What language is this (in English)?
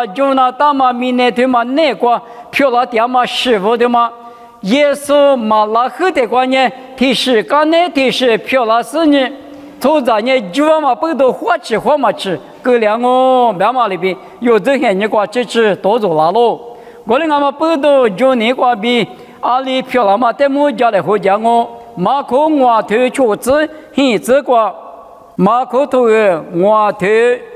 Lisu